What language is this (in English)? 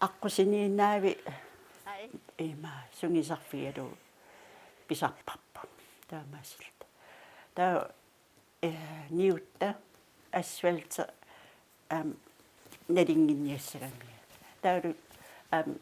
Kalaallisut